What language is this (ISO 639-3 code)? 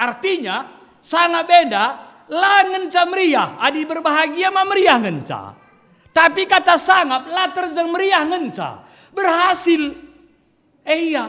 btx